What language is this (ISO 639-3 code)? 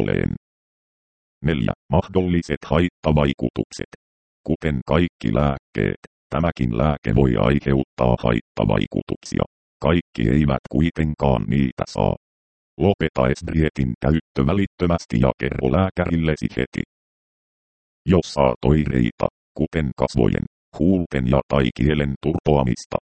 fin